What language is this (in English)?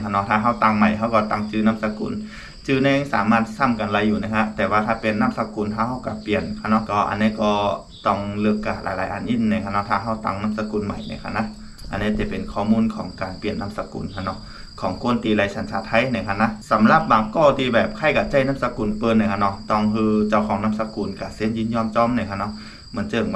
Shan